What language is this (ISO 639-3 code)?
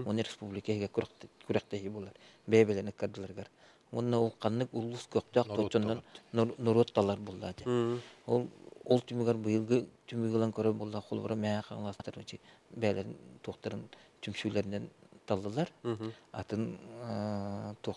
sah